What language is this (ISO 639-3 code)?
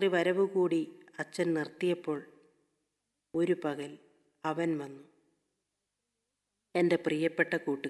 mal